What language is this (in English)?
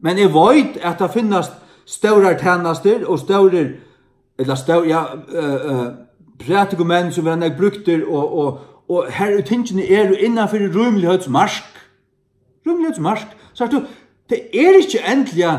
Faroese